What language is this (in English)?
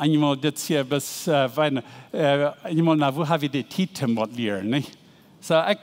Plautdietsch